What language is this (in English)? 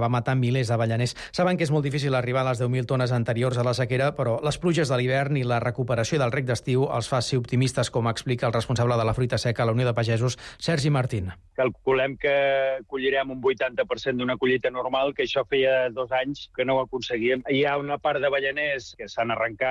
Catalan